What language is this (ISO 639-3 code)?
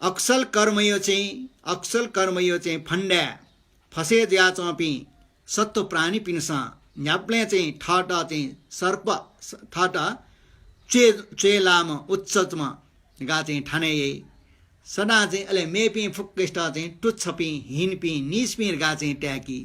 new